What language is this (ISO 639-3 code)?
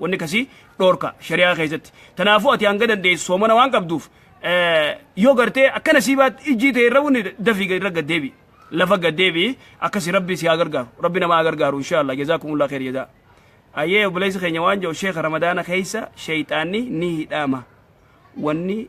orm